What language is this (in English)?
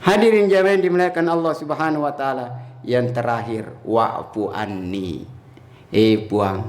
Buginese